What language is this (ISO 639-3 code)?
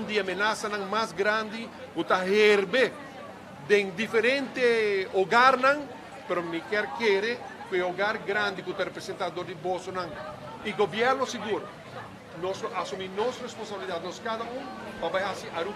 pap